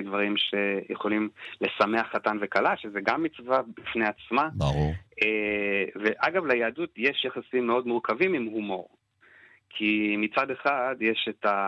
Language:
Hebrew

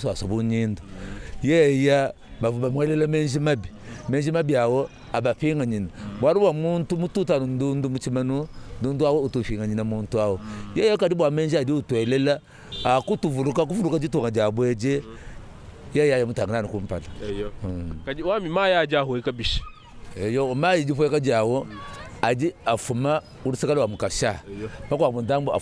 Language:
Luba-Lulua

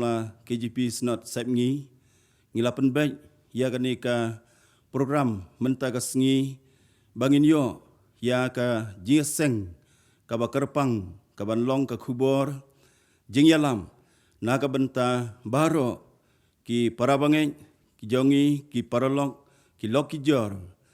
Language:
Khasi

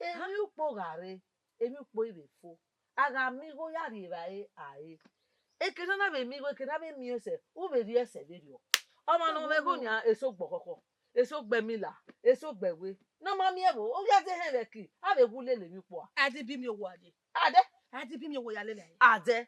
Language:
Bini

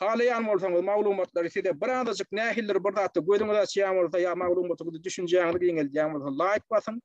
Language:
Turkmen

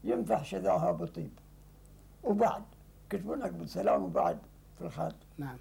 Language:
Gulf Arabic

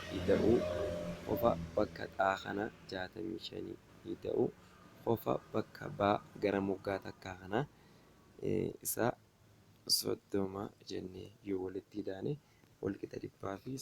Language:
Oromo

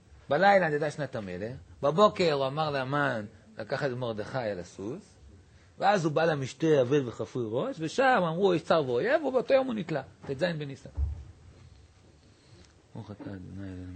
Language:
Hebrew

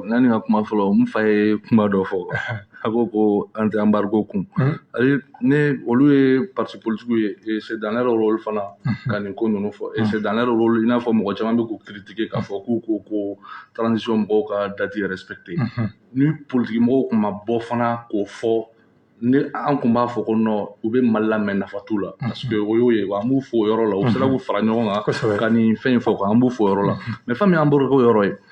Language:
Bambara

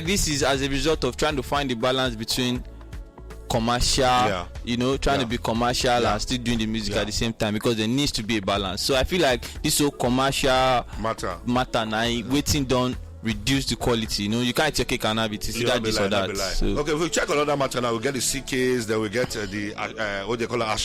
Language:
Nigerian Pidgin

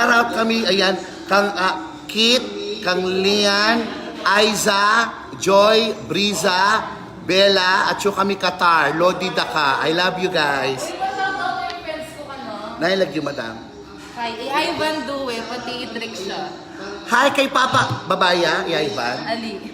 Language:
Pampanga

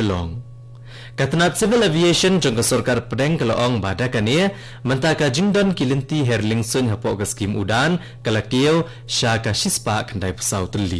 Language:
Khasi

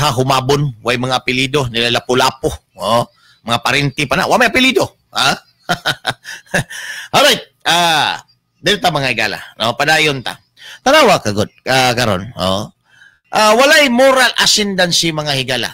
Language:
Cebuano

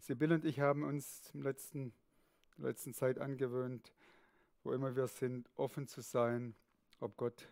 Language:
Swiss German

